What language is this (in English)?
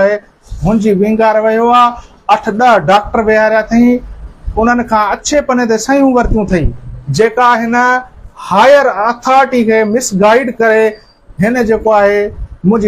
Sindhi